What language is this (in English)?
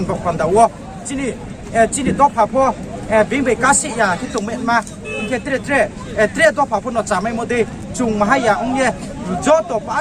Riang (India)